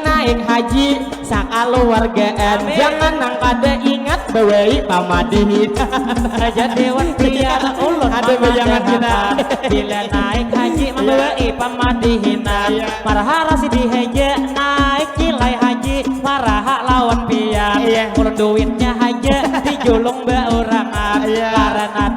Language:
Banjar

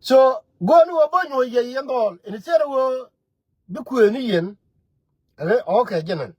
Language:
Nuer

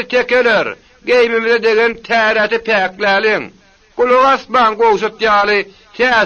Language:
Turkmen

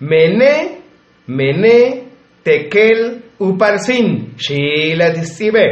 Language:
Tzotzil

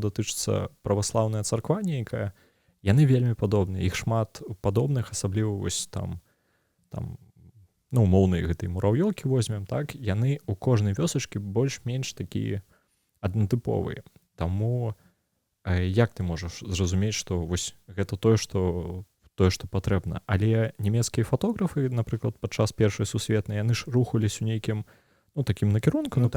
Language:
Belarusian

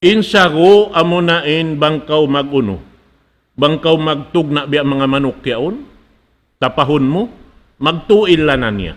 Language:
Tausug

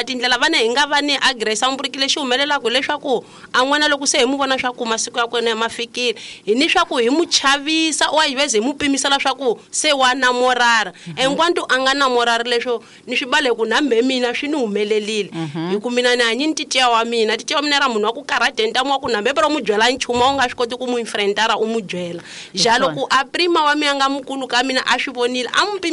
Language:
Tsonga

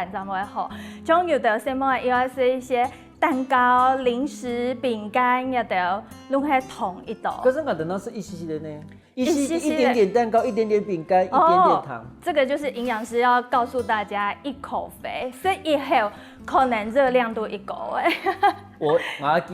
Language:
Hakka Chinese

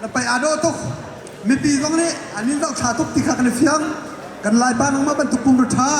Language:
Hakha Chin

